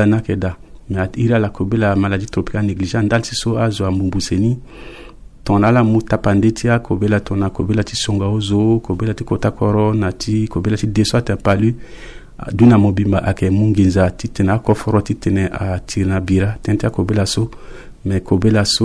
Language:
Sango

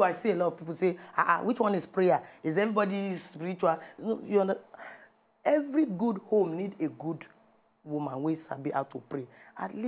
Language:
Nigerian Pidgin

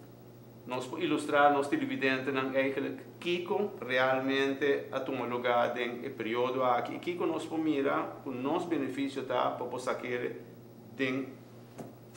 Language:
Papiamento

